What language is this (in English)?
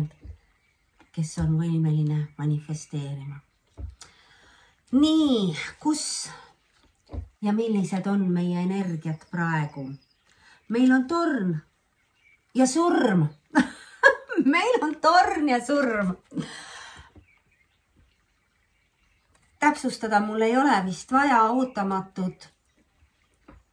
Estonian